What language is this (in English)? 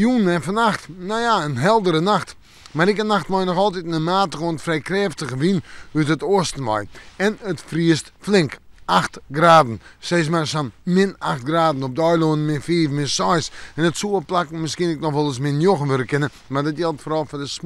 Western Frisian